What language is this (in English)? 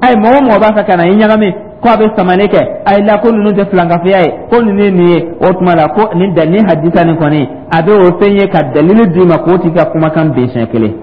Dyula